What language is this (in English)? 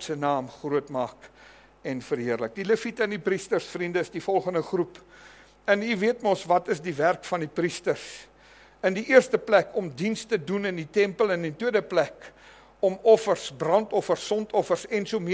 Afrikaans